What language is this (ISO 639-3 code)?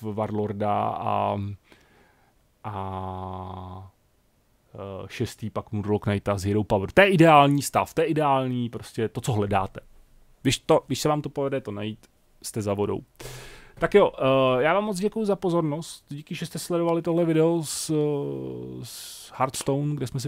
ces